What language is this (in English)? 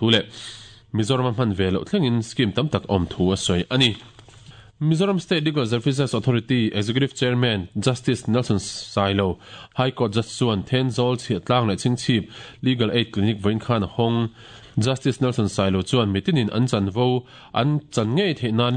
Mizo